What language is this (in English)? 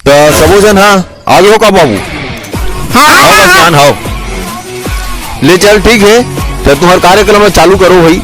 Chhattisgarhi